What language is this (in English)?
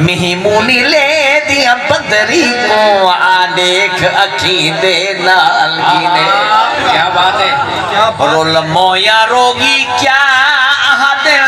Saraiki